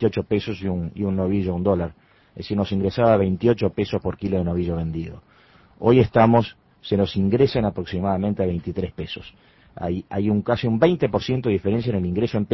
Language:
Spanish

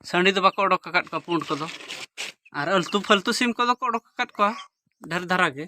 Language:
Santali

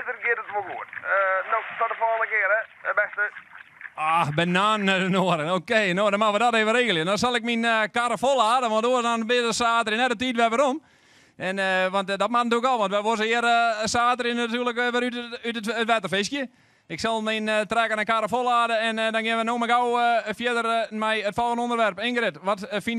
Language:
Western Frisian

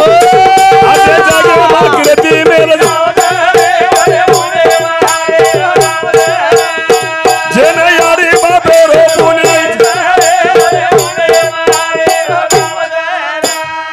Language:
Lambadi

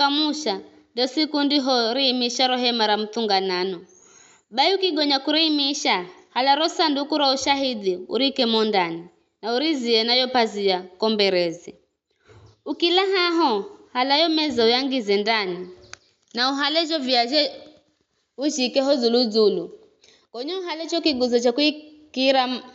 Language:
Giryama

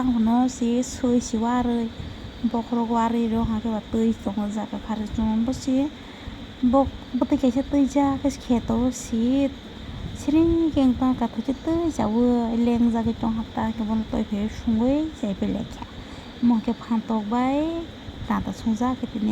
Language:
Kok Borok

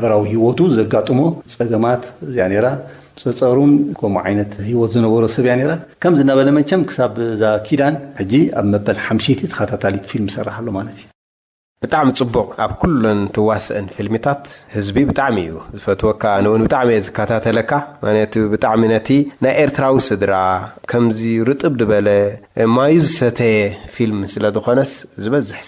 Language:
Tigrinya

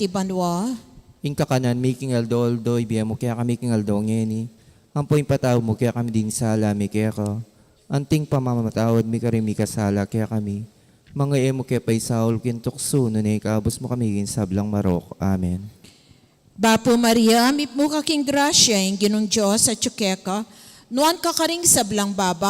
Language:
Pampanga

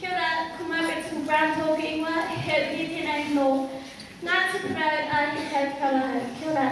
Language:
Māori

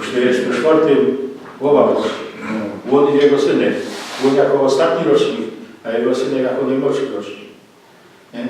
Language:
Silesian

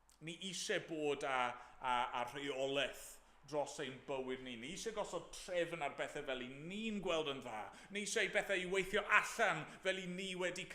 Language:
Welsh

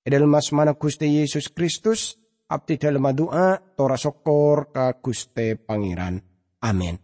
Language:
Madurese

